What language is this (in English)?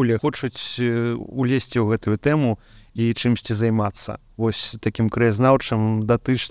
Belarusian